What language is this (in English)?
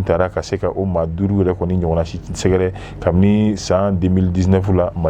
Bambara